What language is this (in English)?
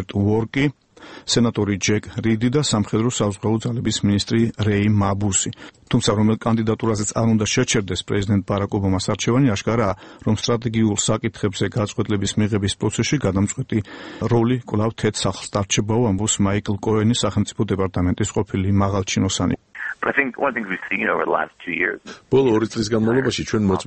Georgian